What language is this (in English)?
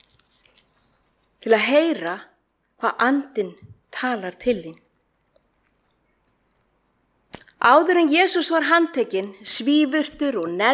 Icelandic